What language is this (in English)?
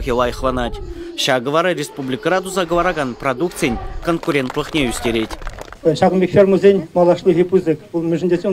Chuvash